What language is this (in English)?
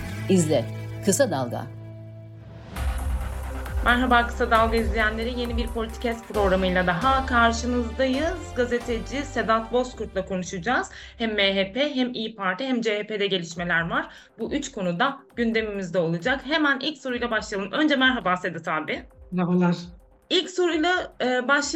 Turkish